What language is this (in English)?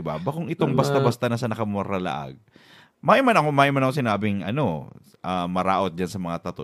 Bikol